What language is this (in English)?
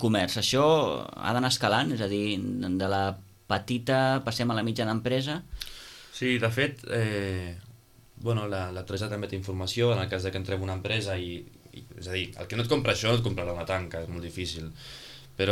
Catalan